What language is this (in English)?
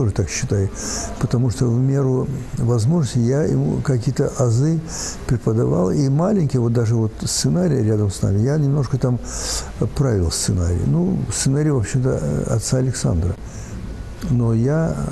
Russian